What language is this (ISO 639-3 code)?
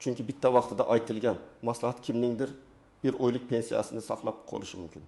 uzb